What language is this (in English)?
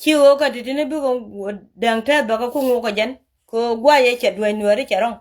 Nuer